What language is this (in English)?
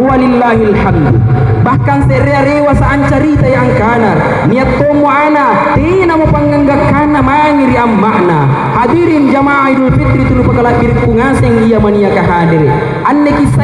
Makasar